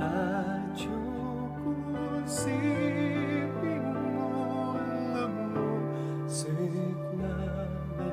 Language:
Pampanga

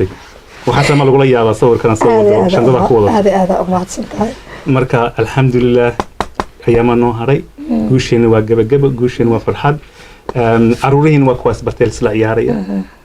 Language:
Somali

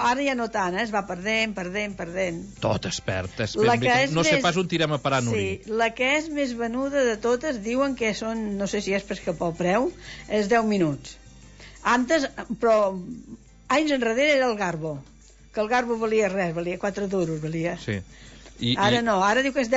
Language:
Catalan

